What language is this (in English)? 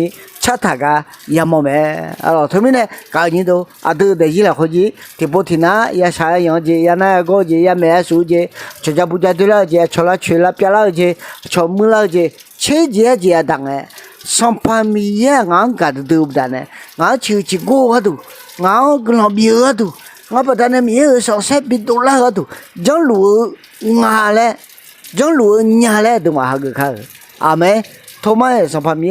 Akha